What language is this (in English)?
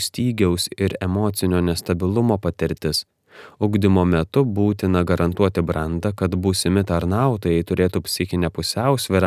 Lithuanian